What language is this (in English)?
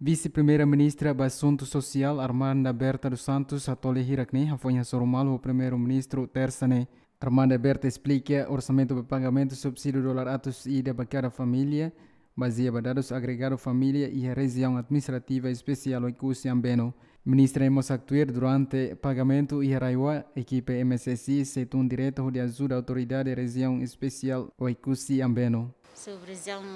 Tetum